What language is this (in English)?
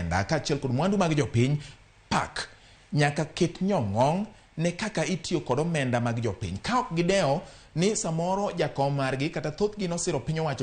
Luo (Kenya and Tanzania)